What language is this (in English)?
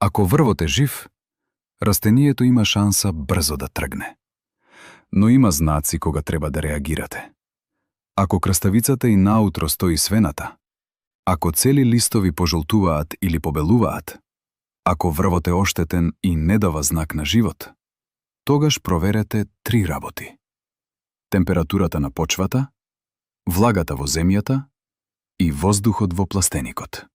Macedonian